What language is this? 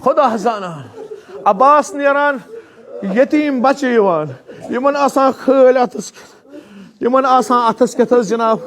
Kashmiri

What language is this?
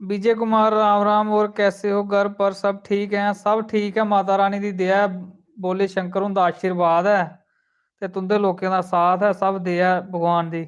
Dogri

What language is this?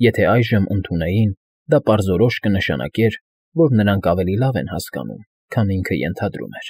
Armenian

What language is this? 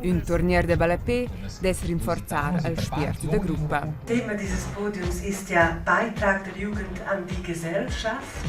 Romansh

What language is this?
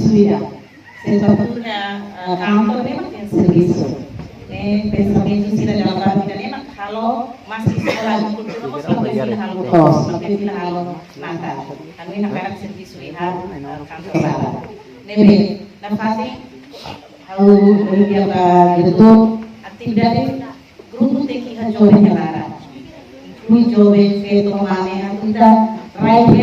Tetum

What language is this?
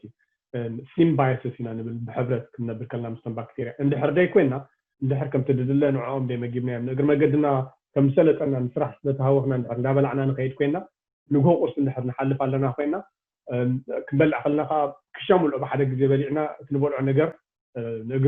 Tigrinya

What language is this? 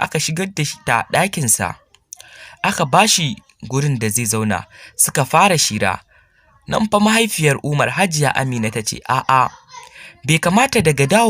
Hausa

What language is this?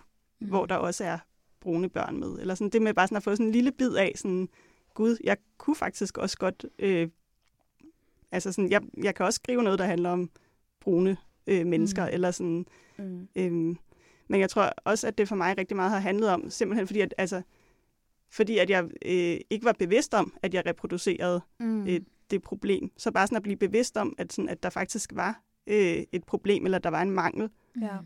Danish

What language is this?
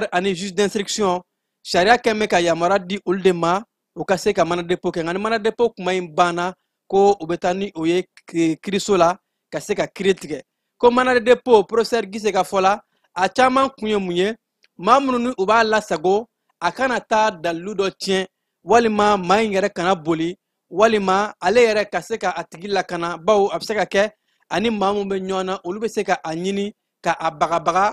Bambara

